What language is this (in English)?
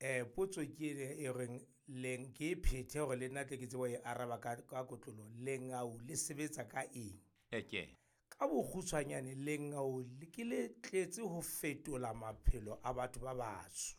Southern Sotho